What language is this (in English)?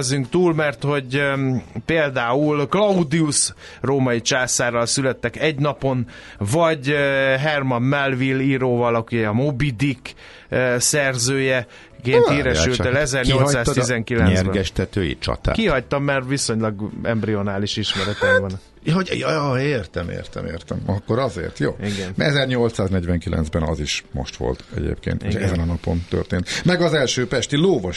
Hungarian